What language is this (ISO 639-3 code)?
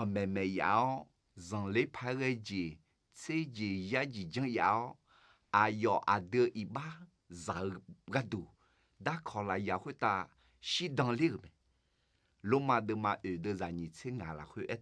ahk